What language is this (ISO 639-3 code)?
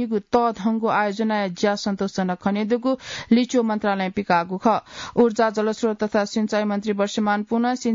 new